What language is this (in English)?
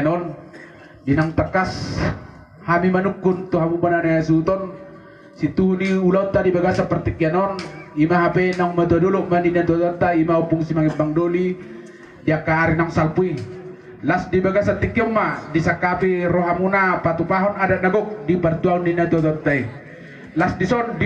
Batak Toba